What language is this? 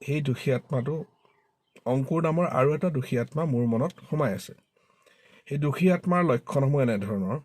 Assamese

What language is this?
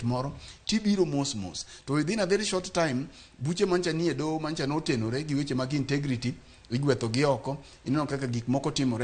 Luo (Kenya and Tanzania)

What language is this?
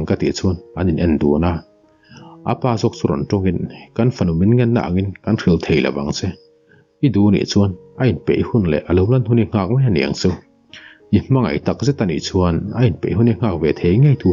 Mizo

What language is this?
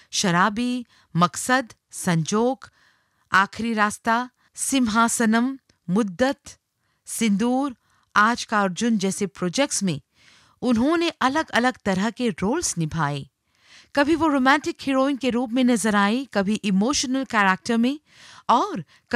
Hindi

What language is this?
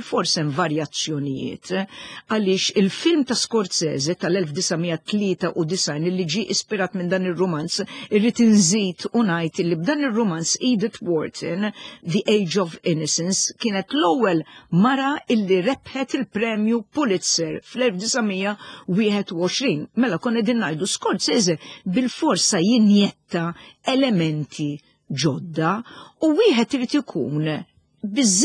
Maltese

